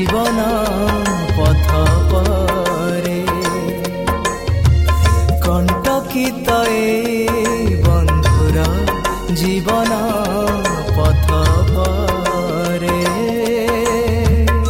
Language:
Odia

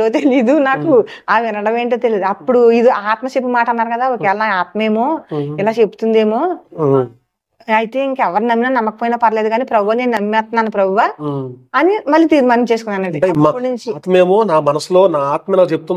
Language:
Telugu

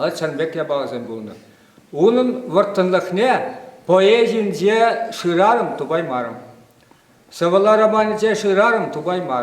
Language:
Chuvash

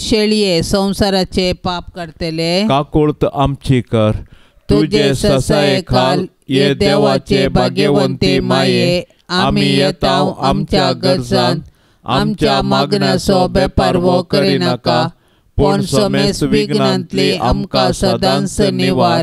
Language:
Konkani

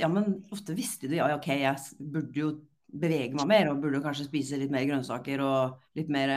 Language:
Norwegian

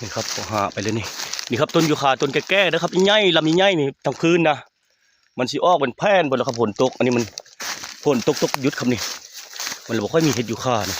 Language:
Northeastern Thai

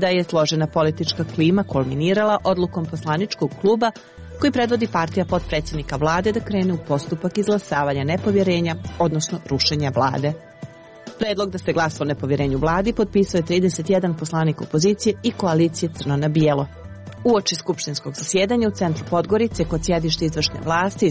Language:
Serbian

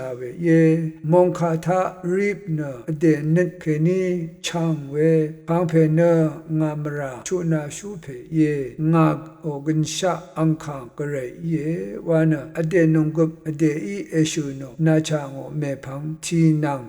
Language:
Rawang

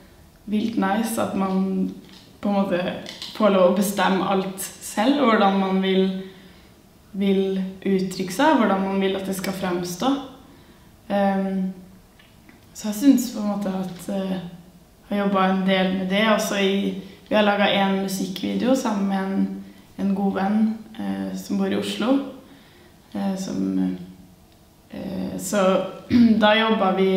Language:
Norwegian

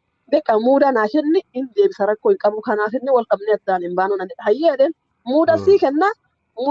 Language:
Oromo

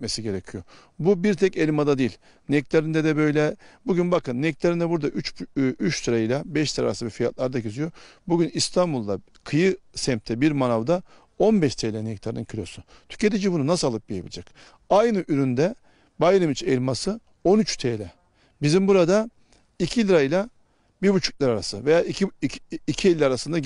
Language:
Turkish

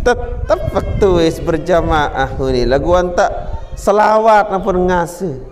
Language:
Sasak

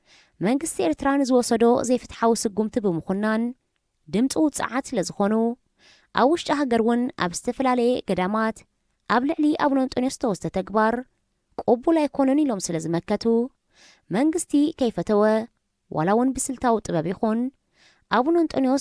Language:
Tigrinya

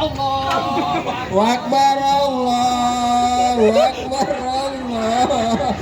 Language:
Betawi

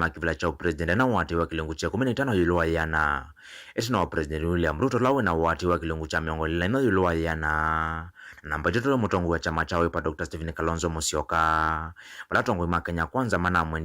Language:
Kamba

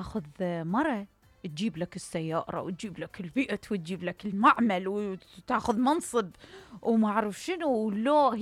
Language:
Mesopotamian Arabic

